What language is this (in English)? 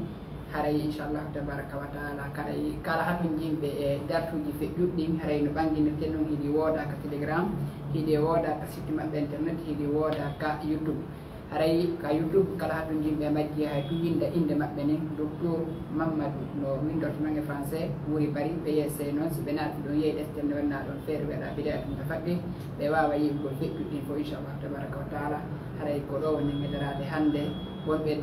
Fula